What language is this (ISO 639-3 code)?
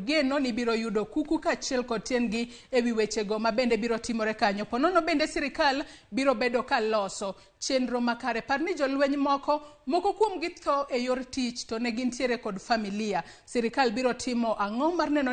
luo